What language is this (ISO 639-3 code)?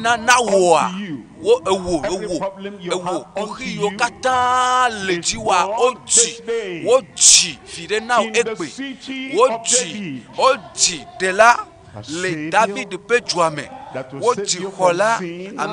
ewe